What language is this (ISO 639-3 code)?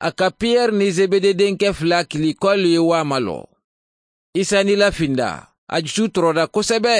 man